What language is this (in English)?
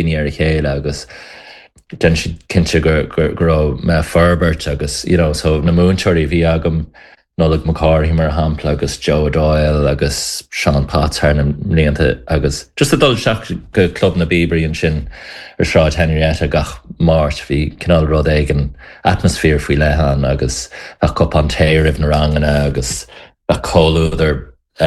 Irish